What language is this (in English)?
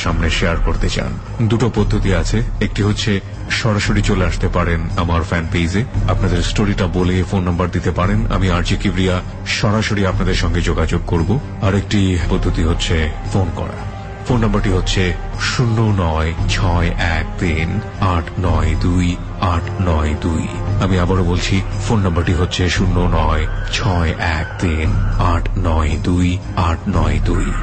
Bangla